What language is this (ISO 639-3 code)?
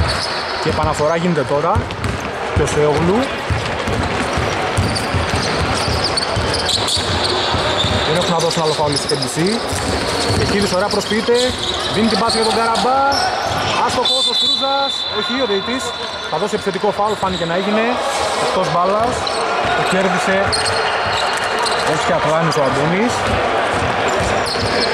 ell